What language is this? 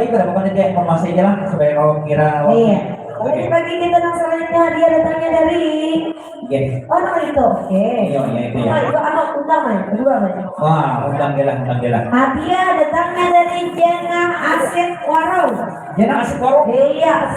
Banjar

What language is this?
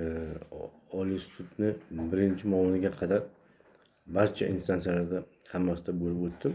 Uzbek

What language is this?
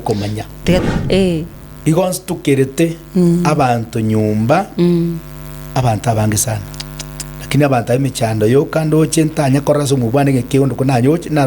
Gusii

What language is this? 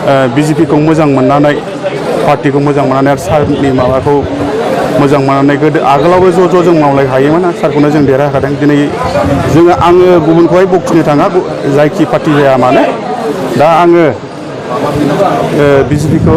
Bodo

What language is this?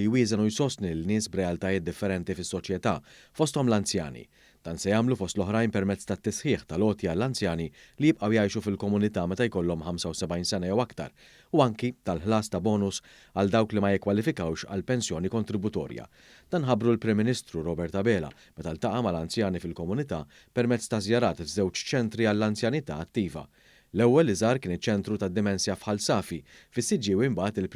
Maltese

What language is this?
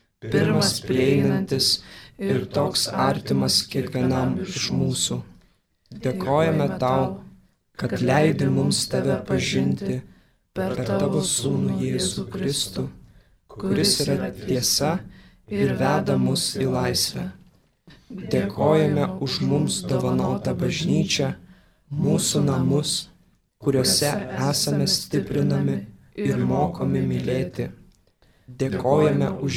Lithuanian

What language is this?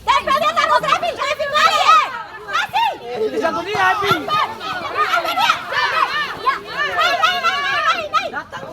Ambonese Malay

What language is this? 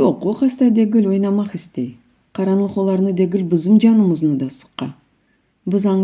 Crimean Tatar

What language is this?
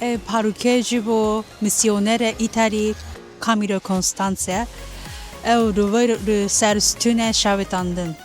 Kurdish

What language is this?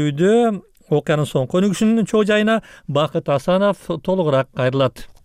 Kyrgyz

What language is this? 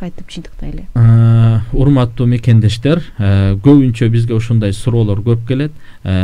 Kyrgyz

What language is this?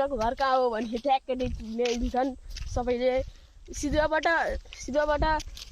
Nepali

